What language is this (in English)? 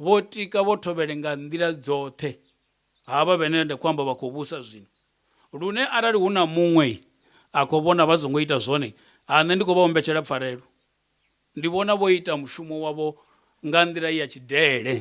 Venda